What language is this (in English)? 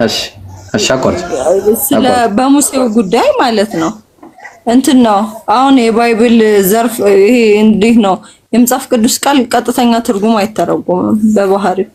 Amharic